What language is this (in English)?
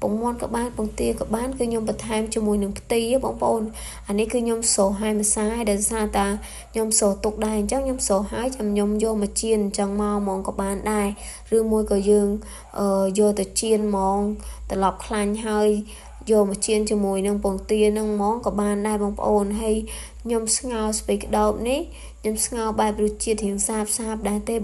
Khmer